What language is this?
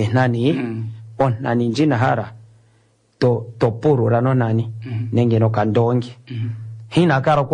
Kuanyama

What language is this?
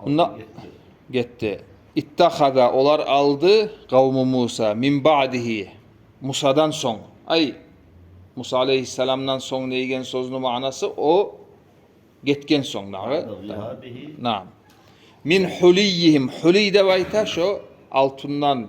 Kumyk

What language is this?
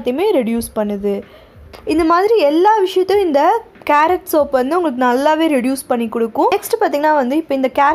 Tamil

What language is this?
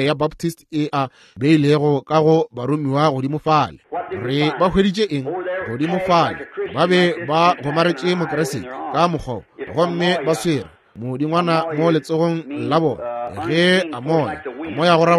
Northern Sotho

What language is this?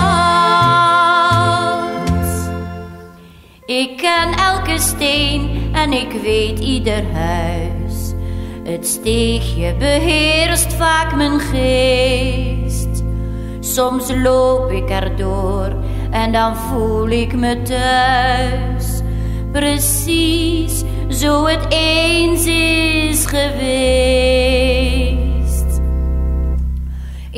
Dutch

